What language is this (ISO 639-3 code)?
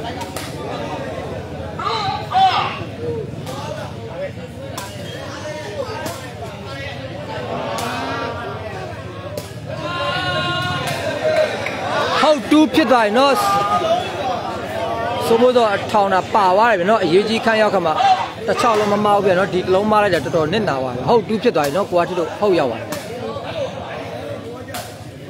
mya